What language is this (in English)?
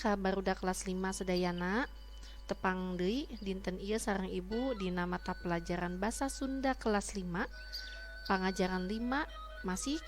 Sundanese